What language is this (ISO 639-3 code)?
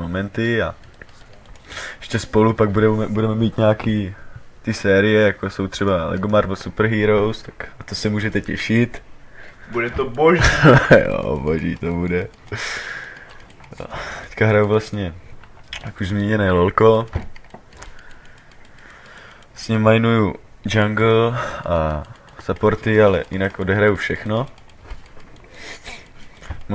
ces